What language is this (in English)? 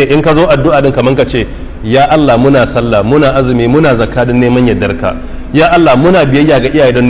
Hausa